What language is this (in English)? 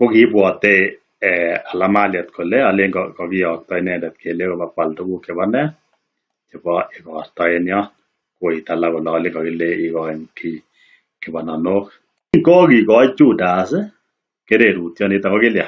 Kalenjin